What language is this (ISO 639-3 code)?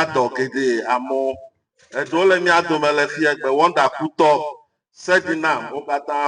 ewe